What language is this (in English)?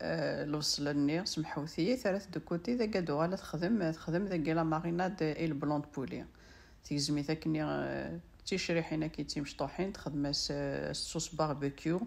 Kabyle